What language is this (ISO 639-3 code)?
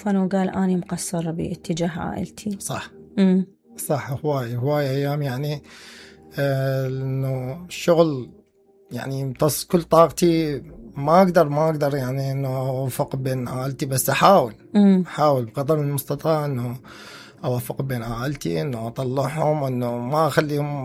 acm